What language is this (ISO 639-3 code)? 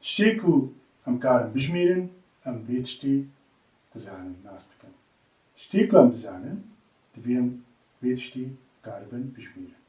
kur